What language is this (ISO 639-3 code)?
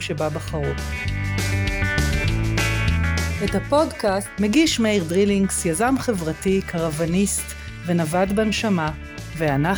heb